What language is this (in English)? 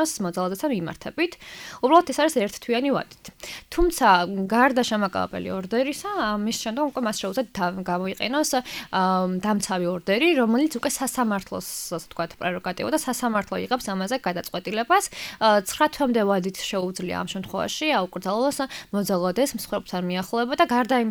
Georgian